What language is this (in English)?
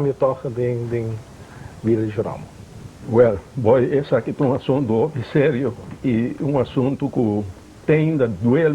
Papiamento